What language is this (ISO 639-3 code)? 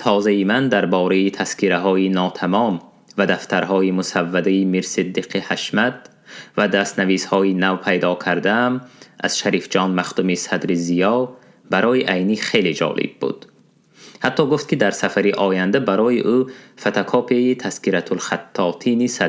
tgk